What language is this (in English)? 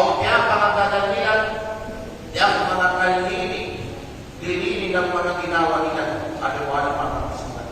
Kalagan